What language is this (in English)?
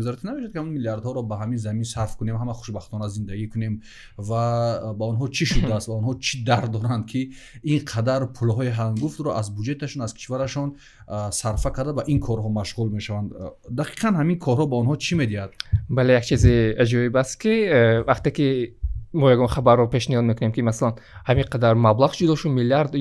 Tajik